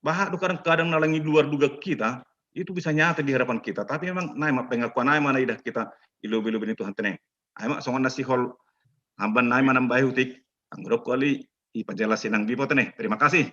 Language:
Batak Simalungun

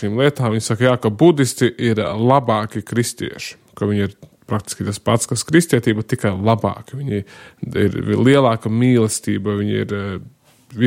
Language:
Latvian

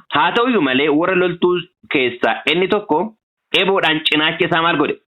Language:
Oromo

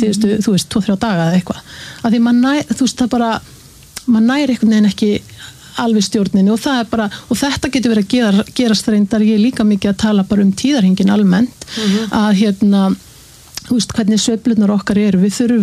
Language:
Icelandic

